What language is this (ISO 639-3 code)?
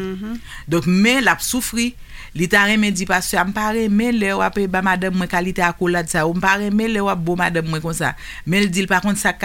hat